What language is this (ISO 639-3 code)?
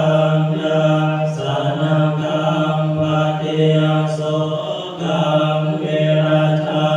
pli